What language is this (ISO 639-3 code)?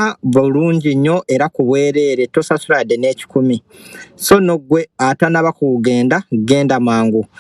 lug